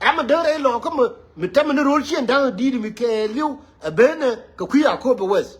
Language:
Nuer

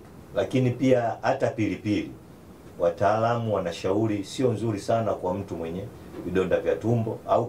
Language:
Swahili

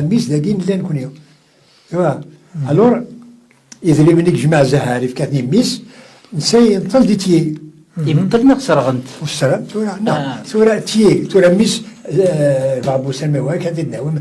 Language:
Kabyle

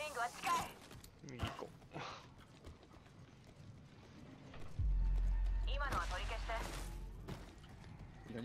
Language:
Japanese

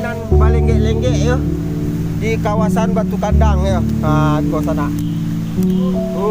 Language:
Minangkabau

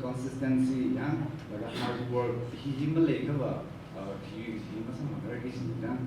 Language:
Tangkhul Naga (India)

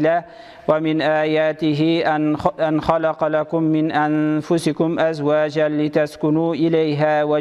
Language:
Tatar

